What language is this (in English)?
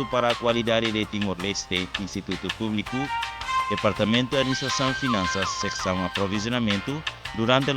Tetum